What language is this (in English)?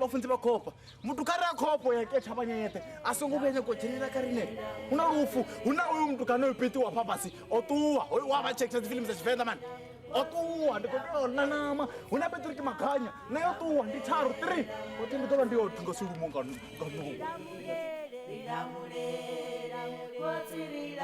Venda